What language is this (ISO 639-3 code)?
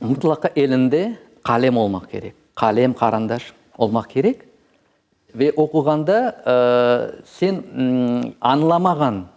crh